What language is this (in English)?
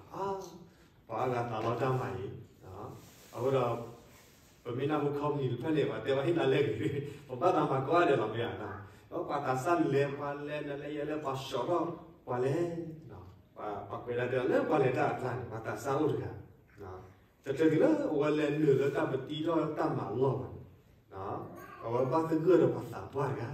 S'gaw Karen